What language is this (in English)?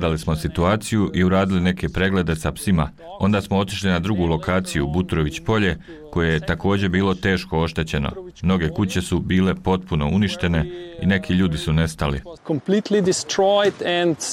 Bosnian